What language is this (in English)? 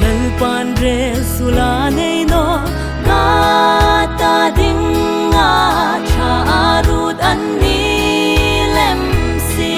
Hmar